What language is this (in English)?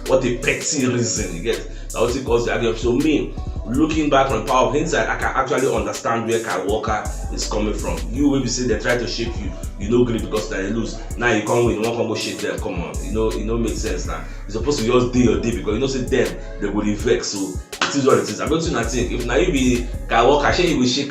Nigerian Pidgin